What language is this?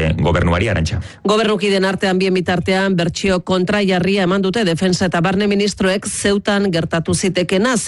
Basque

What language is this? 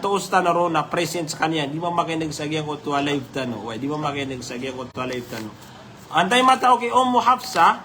Maranao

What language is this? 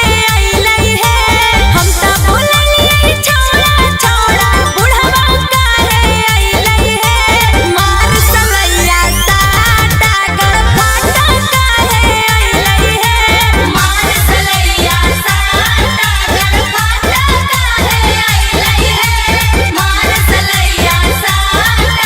Magahi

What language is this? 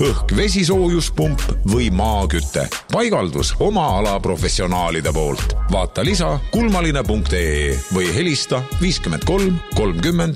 Estonian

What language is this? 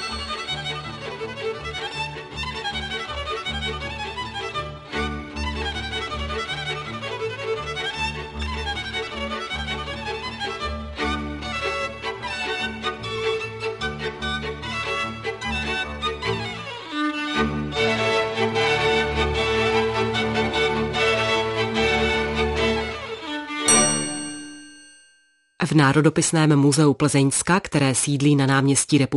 Czech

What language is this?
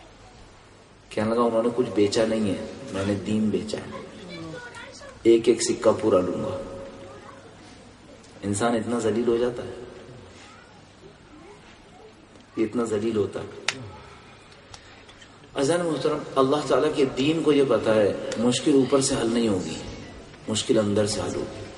Urdu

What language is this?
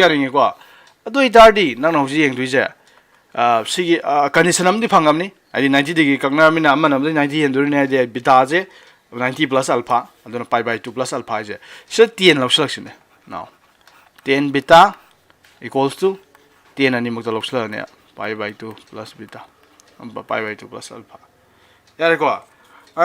Manipuri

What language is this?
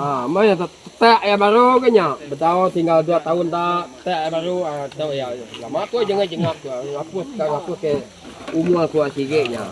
Iban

